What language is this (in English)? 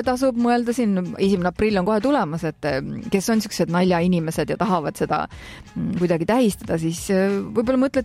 Estonian